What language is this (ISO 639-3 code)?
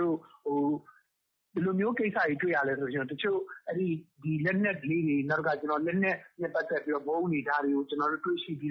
mya